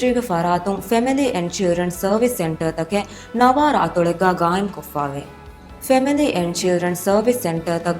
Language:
Divehi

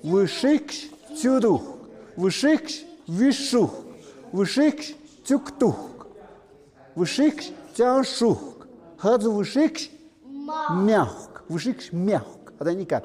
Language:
Tlahuitoltepec Mixe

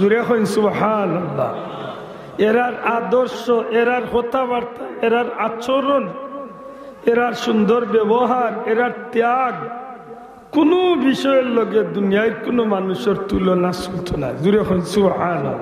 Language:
Sylheti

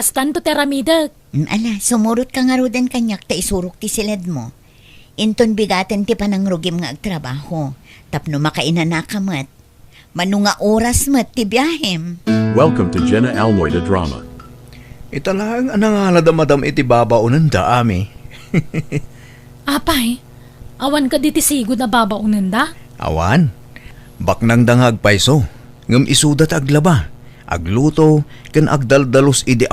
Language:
Iloko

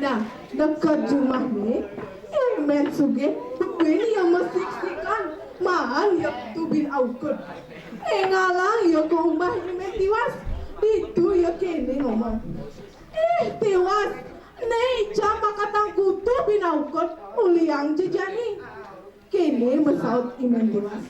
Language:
Balinese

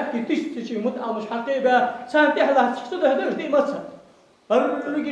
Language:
Ingush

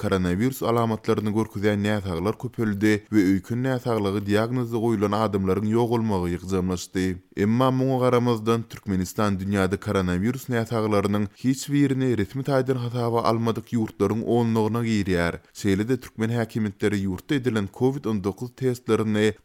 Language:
Turkmen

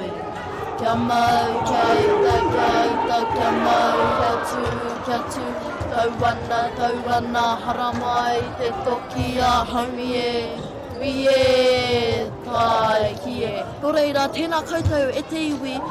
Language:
Māori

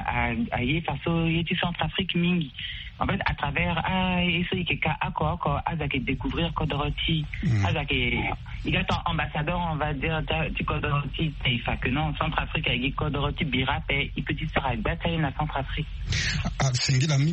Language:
Sango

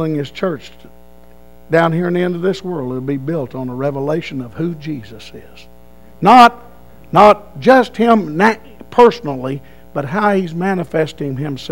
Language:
English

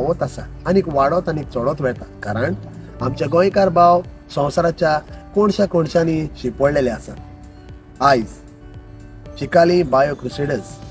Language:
Konkani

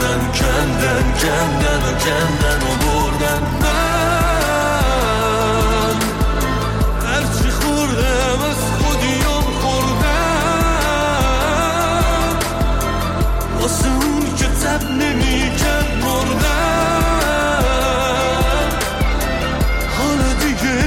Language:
Persian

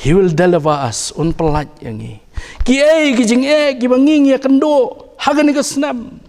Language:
Khasi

